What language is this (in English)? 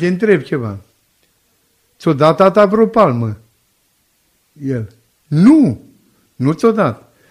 Romanian